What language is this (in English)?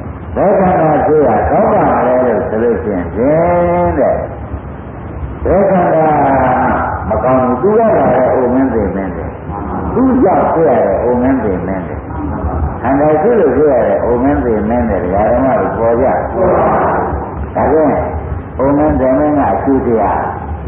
Burmese